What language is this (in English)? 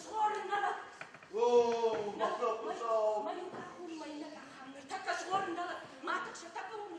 Ossetic